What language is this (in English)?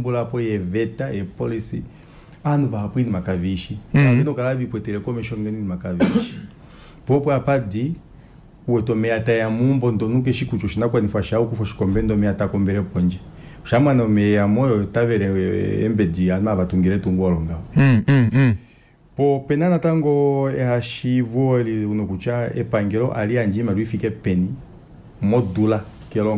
Kuanyama